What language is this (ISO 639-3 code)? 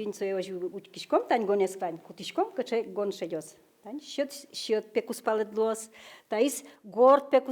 udm